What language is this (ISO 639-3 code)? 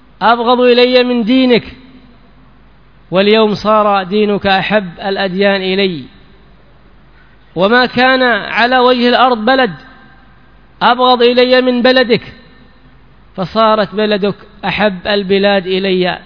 ara